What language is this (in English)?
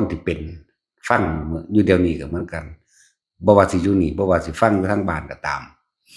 Northeastern Thai